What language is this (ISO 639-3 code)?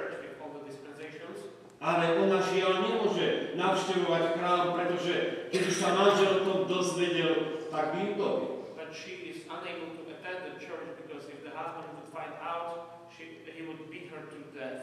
slk